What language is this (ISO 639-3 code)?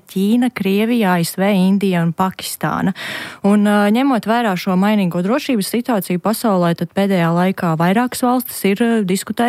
lav